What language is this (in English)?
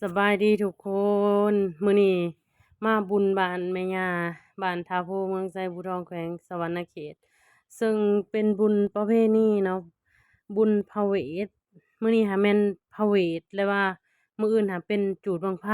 Lao